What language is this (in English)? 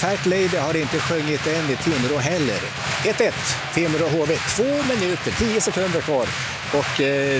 Swedish